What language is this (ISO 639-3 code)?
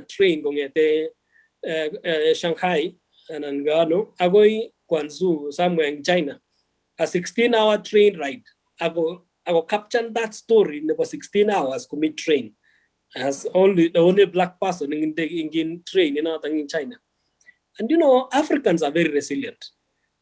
kln